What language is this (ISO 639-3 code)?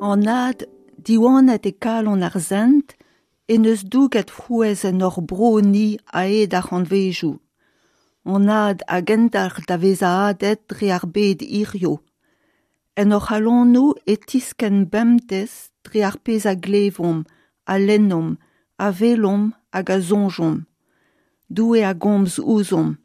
bre